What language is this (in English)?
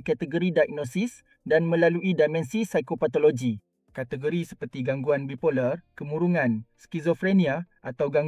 Malay